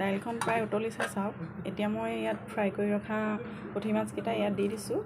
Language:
Assamese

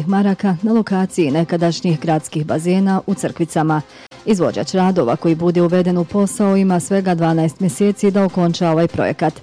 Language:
Bosnian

